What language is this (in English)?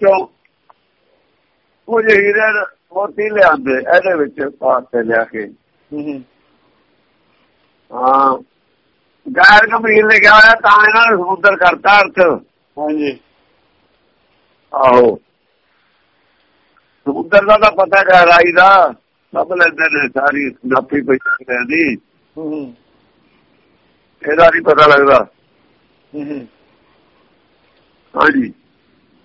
Punjabi